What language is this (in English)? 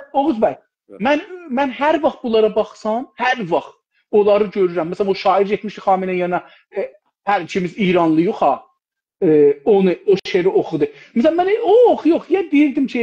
South Azerbaijani